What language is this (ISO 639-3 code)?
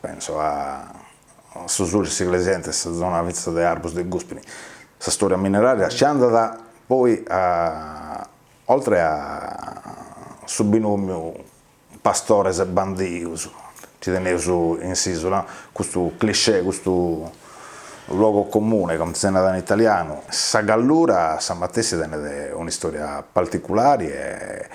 srd